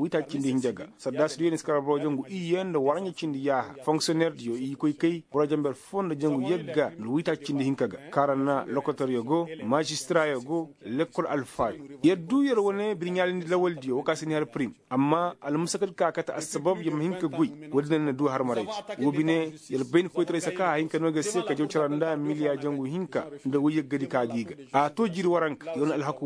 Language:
Koyraboro Senni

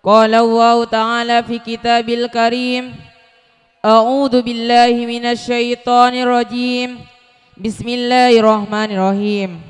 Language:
Madurese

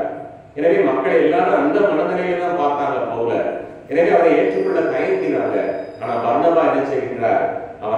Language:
Tamil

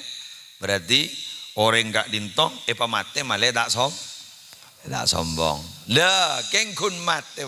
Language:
Madurese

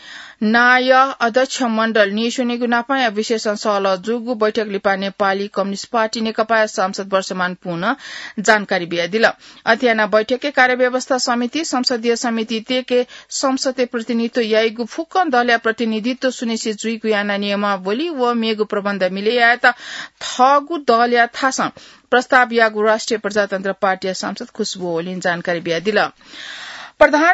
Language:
Newari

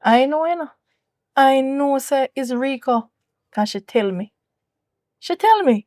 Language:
Jamaican Creole English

